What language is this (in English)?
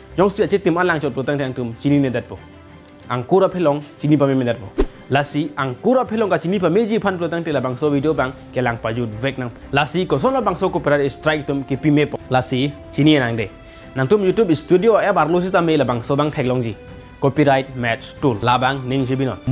Karbi